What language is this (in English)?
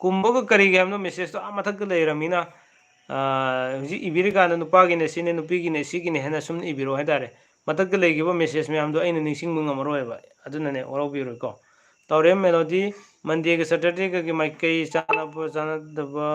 Manipuri